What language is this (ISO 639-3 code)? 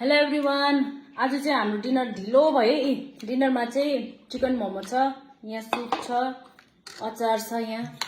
nep